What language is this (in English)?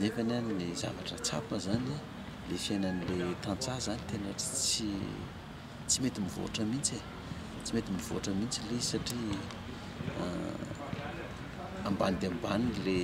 Malagasy